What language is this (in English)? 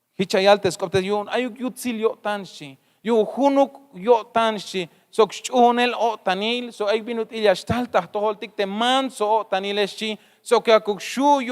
Tzeltal